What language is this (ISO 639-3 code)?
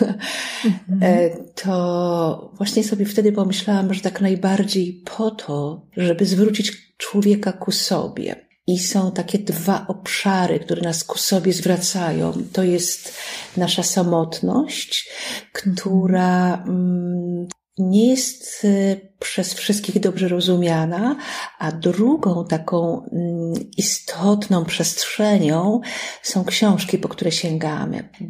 pol